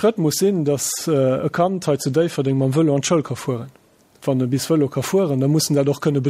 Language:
Luxembourgish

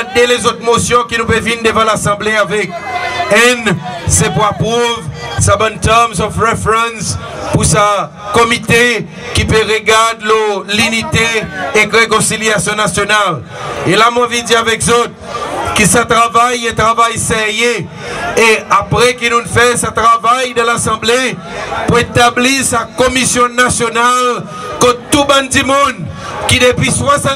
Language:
Seselwa Creole French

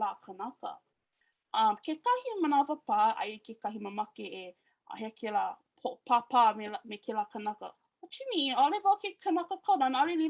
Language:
Hawaiian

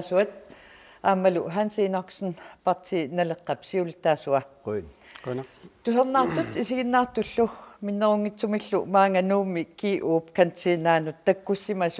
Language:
Kalaallisut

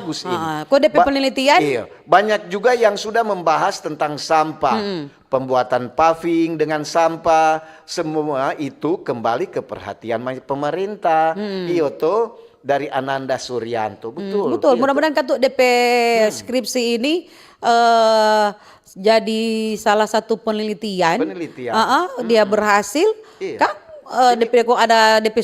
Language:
Manado Malay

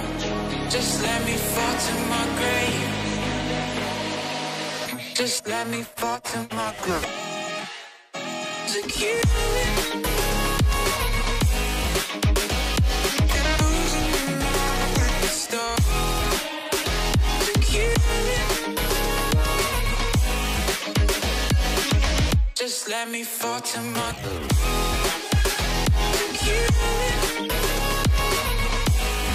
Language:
English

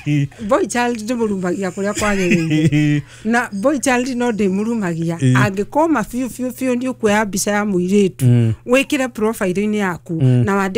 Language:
Kikuyu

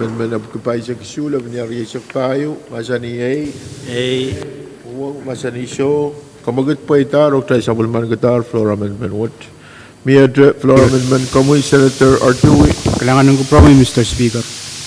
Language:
Pohnpeian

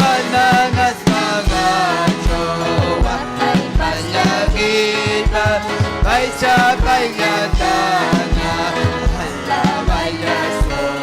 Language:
Ayacucho Quechua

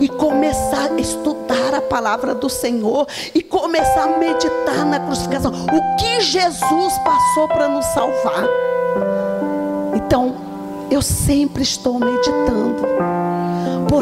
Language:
Portuguese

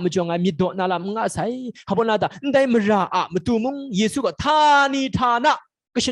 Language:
Kachin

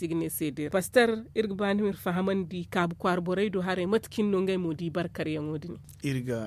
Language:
Zarma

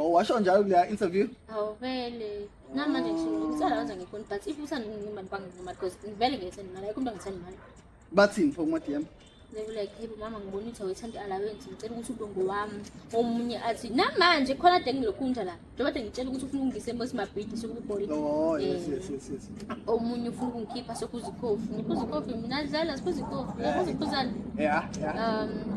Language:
Zulu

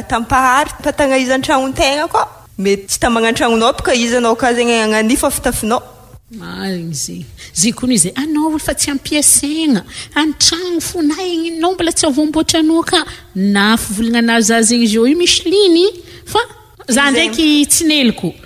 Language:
Malagasy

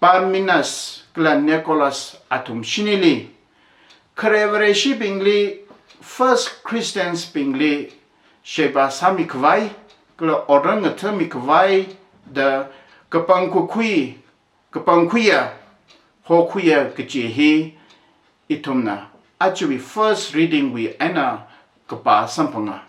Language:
Tangkhul Naga (India)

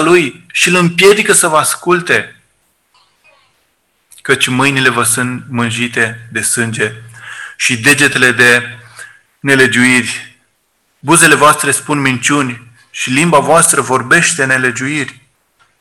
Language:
Romanian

